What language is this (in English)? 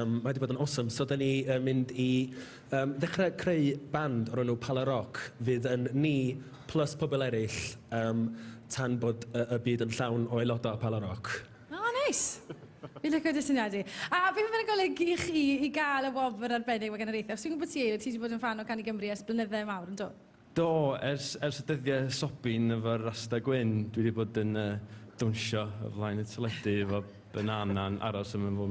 Welsh